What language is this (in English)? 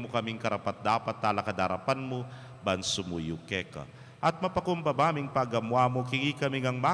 Pampanga